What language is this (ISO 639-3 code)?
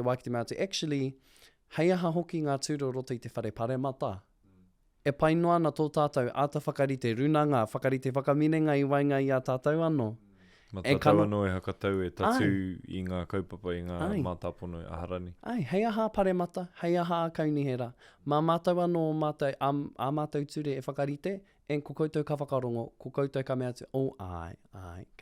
mri